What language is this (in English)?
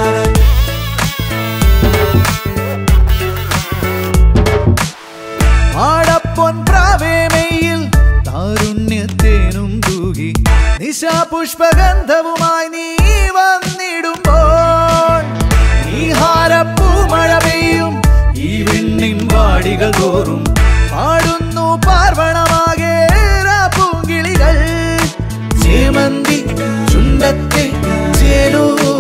Malayalam